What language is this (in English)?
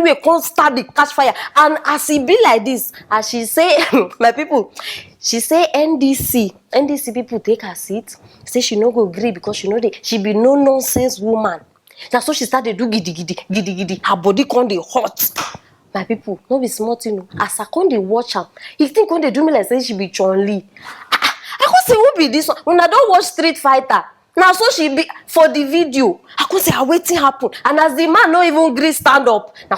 Nigerian Pidgin